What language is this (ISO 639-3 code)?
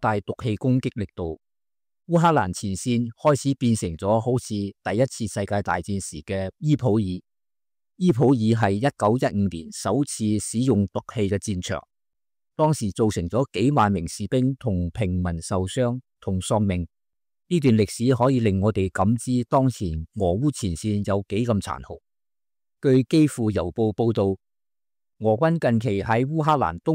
yue